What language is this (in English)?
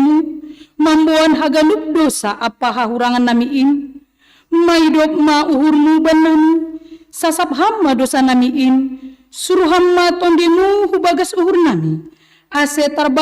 Batak Simalungun